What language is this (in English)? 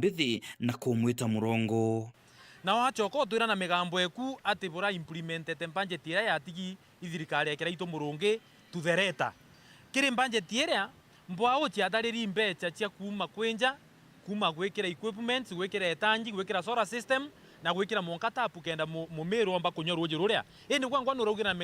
Meru